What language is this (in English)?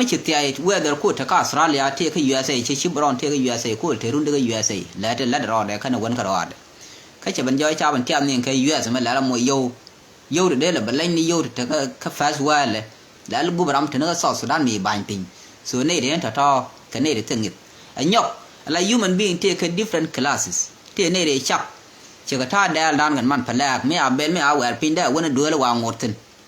Nuer